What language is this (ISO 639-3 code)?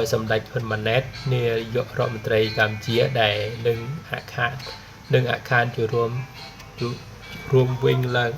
khm